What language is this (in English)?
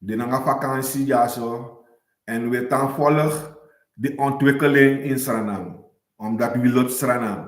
Sranan Tongo